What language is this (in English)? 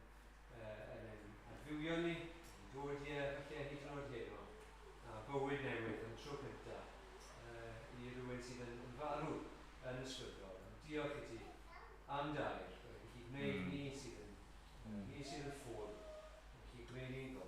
Welsh